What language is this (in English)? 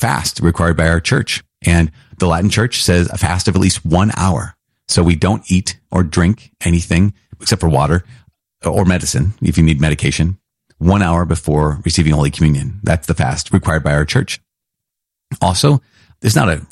English